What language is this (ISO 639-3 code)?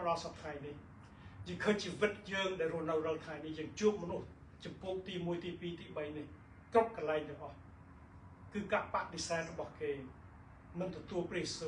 khm